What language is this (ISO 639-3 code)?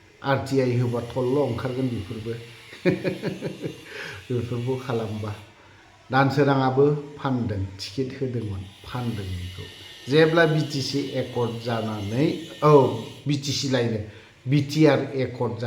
brx